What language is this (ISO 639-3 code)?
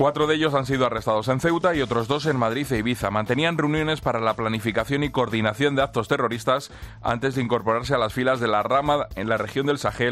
spa